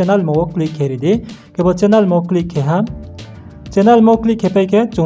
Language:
Riang (India)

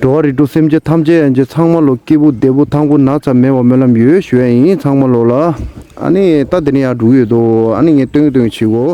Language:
Tibetan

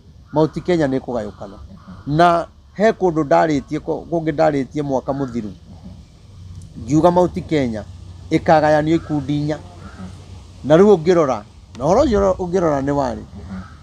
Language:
Kikuyu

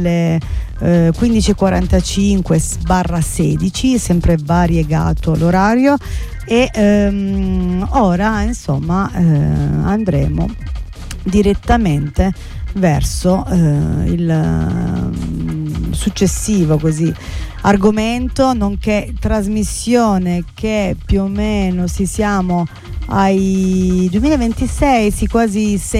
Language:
Italian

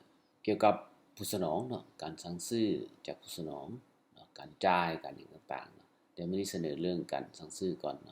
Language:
Lao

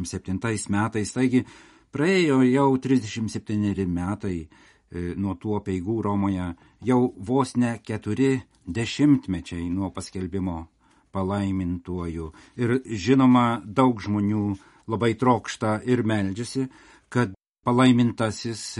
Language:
Lithuanian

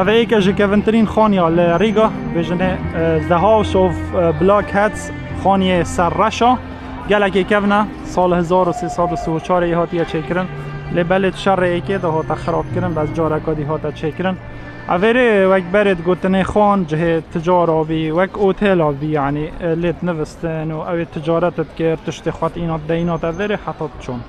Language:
Kurdish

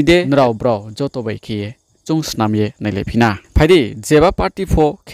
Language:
Riang (India)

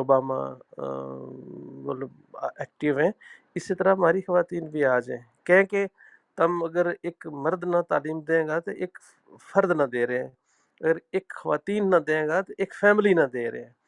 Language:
Gujari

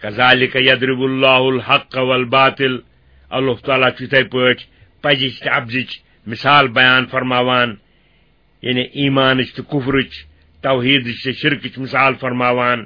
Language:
Kashmiri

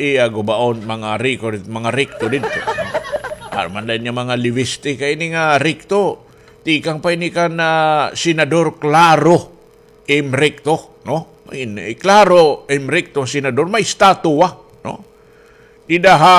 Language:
Waray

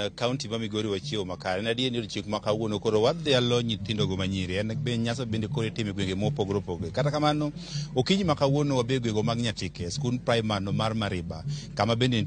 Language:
Luo (Kenya and Tanzania)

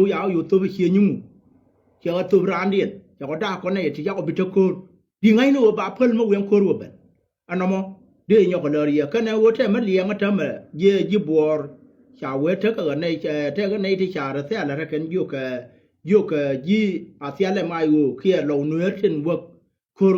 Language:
Nuer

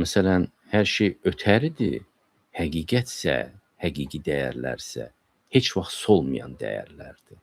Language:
Azerbaijani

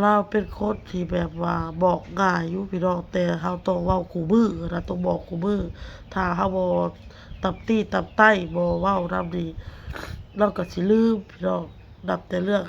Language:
Northeastern Thai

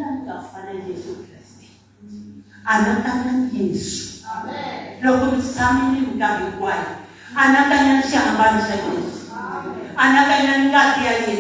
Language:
Tsonga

